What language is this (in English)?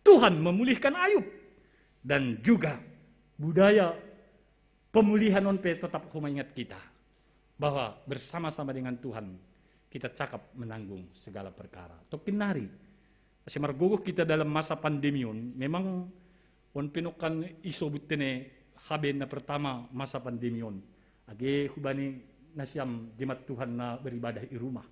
Batak Simalungun